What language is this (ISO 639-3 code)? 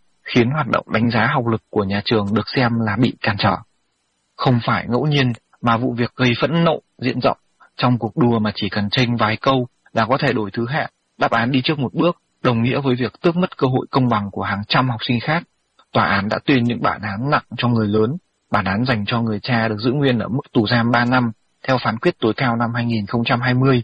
vie